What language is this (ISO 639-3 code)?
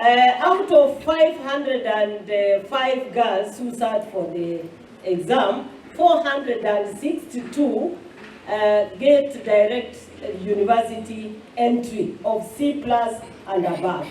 guz